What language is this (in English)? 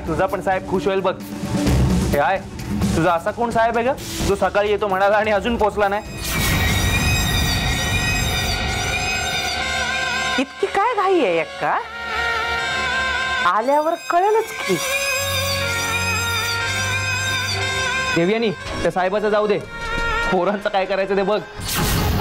Marathi